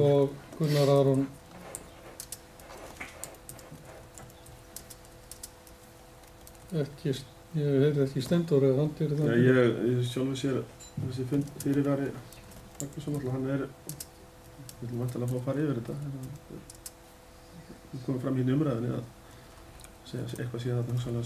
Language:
Icelandic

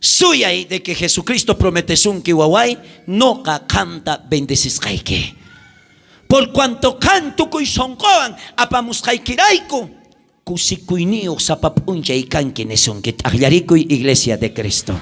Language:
South Bolivian Quechua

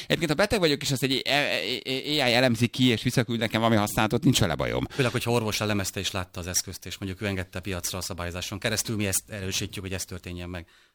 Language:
Hungarian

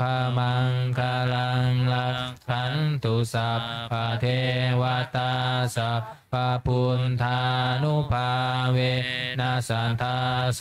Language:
Pali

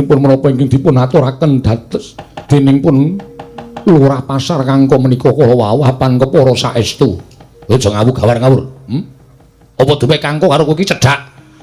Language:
Javanese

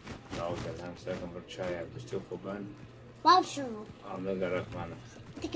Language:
Kurdish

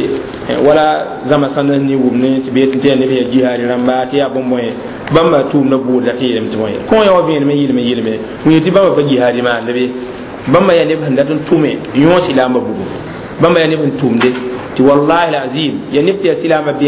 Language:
Mossi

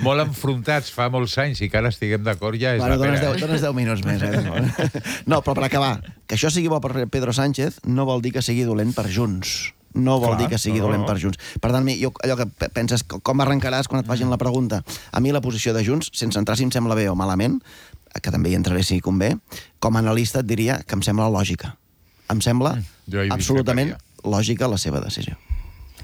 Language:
Catalan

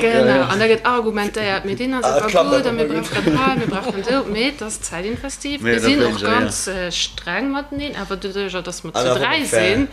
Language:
Luxembourgish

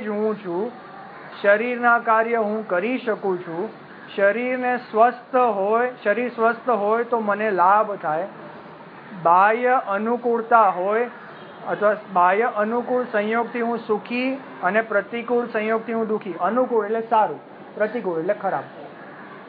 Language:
Gujarati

